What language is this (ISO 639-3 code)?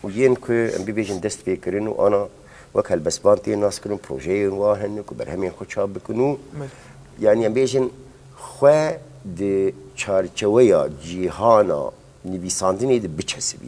kur